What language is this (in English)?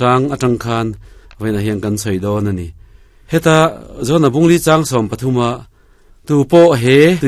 Mizo